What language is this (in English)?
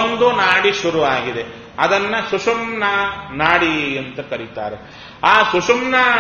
Kannada